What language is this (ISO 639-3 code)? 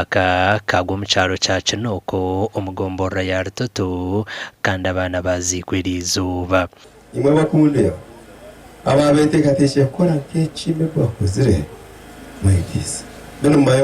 nyn